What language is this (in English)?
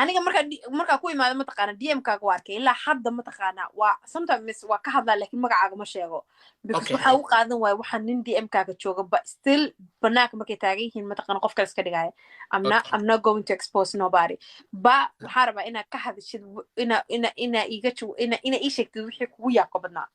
Somali